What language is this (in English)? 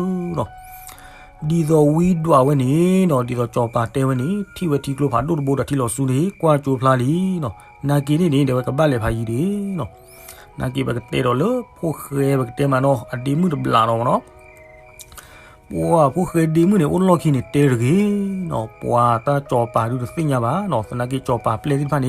S'gaw Karen